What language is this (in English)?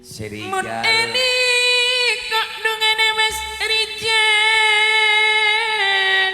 Madurese